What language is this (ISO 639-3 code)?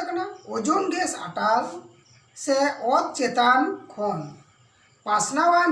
sat